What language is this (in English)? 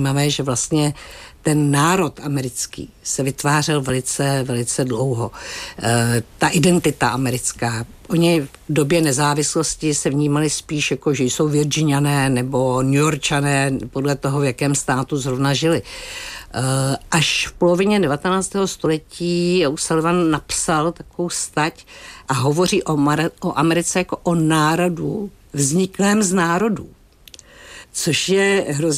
Czech